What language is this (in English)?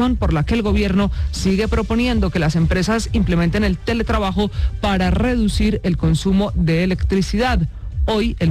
Spanish